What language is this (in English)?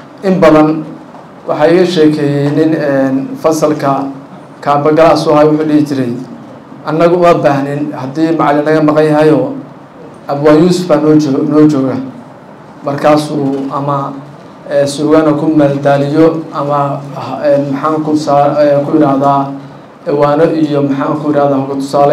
Somali